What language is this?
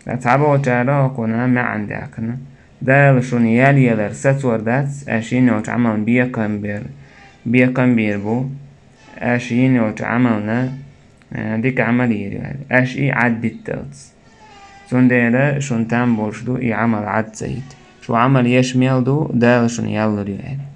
Chechen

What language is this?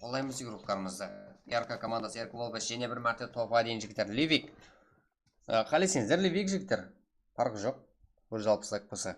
Kara-Kalpak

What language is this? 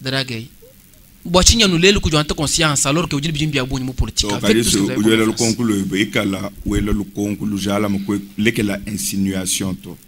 Luba-Lulua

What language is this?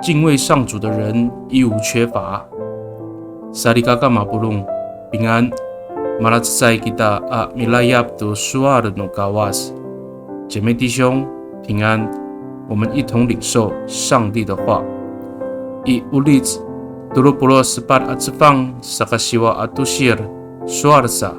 Amis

